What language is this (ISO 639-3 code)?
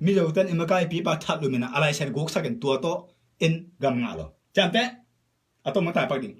ctd